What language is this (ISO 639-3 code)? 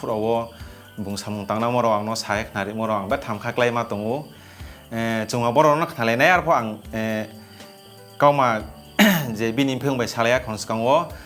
ria